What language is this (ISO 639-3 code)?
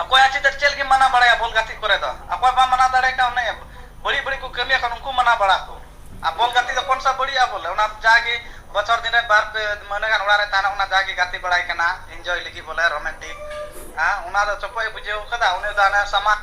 sat